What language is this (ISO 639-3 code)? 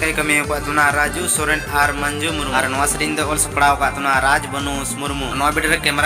sat